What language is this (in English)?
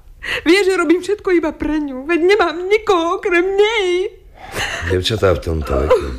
Slovak